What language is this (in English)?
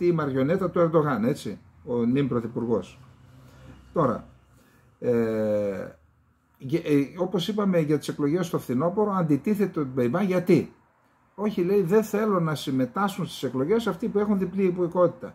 Greek